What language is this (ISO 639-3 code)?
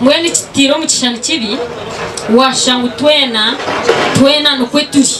nyn